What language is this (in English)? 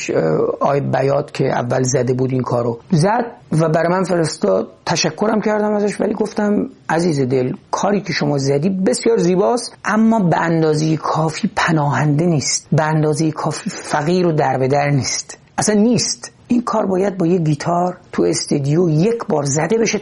Persian